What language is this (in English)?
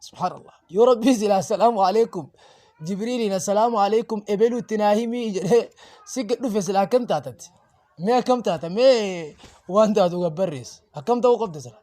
Oromo